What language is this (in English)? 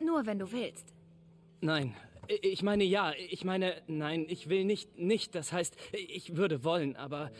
Bavarian